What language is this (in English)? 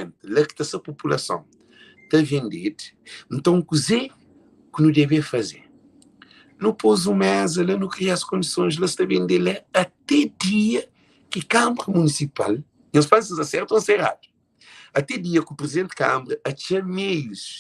Kabuverdianu